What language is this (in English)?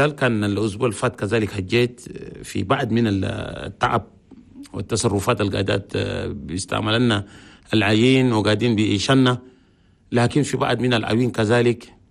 Chadian Arabic